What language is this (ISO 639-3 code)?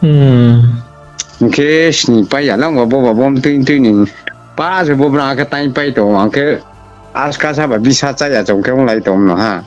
ria